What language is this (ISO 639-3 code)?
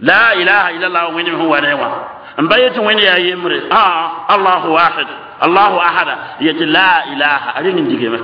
mos